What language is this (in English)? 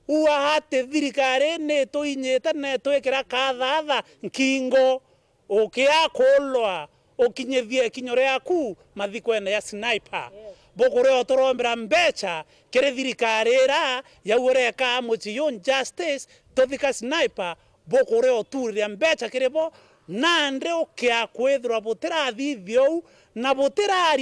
Meru